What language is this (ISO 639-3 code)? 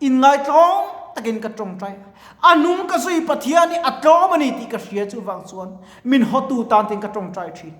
lus